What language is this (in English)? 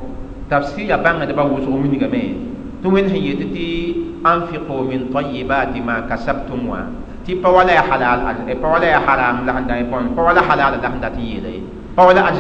Mossi